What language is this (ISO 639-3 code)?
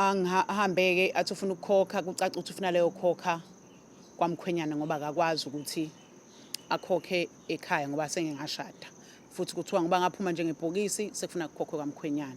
zul